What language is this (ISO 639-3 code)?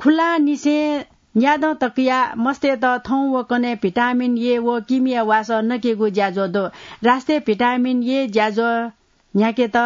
new